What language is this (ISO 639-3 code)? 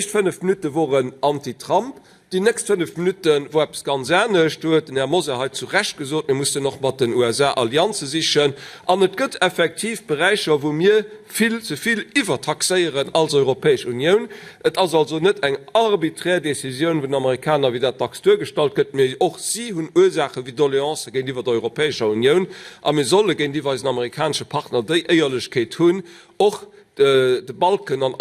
ltz